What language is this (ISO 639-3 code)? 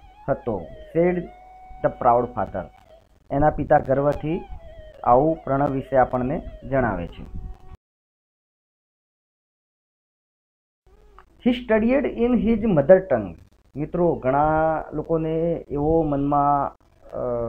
guj